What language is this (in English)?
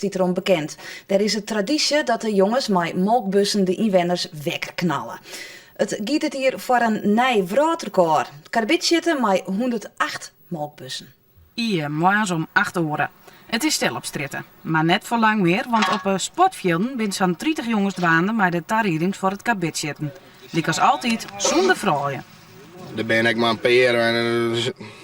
Western Frisian